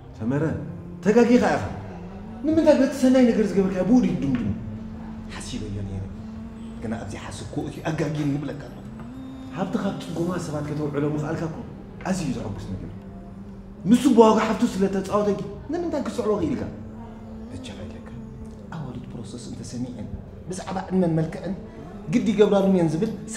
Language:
Tigrinya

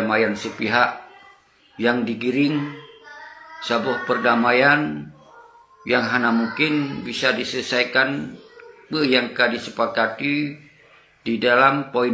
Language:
Achinese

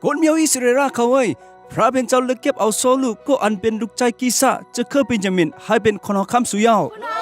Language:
Shan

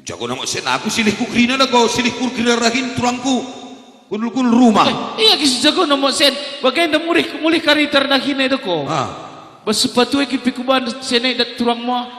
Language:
Batak Karo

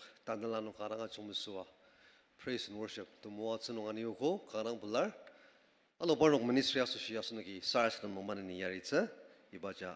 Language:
Ao Naga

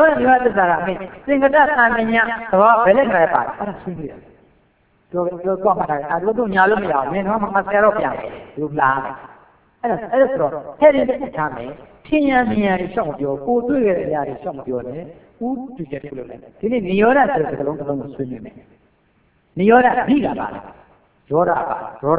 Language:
Burmese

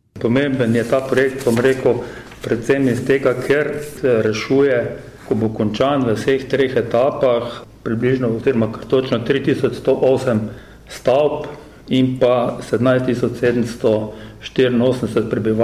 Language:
Slovenian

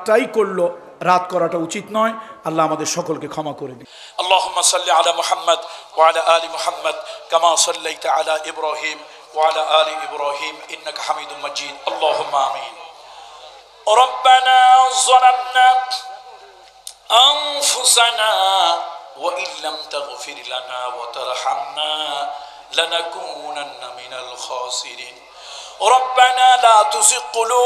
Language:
Bangla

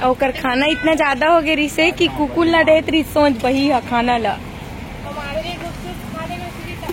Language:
Chhattisgarhi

